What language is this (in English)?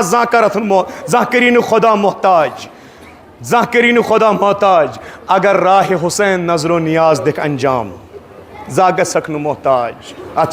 Kashmiri